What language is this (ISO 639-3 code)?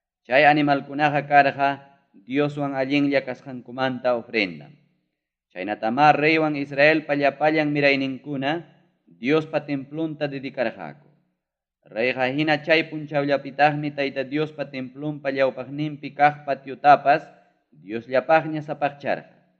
quy